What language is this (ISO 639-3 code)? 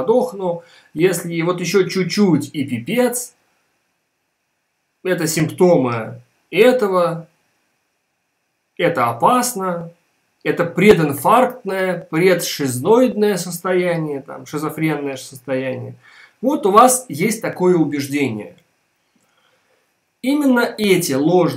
rus